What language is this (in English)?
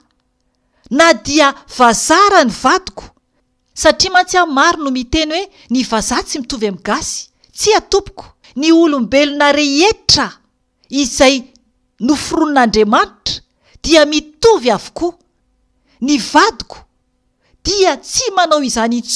Malagasy